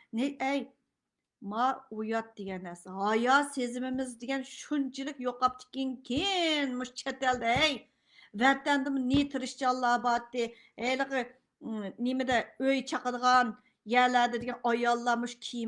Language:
Uyghur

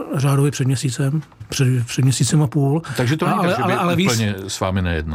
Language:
Czech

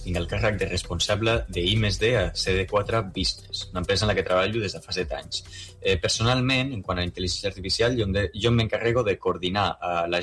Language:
Catalan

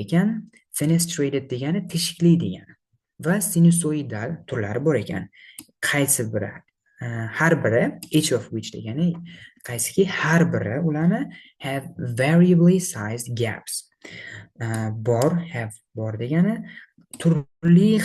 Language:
Uzbek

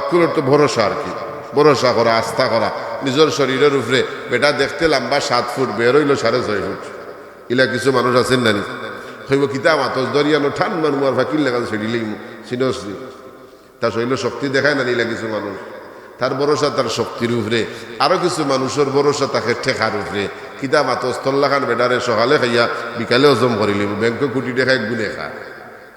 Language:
Sylheti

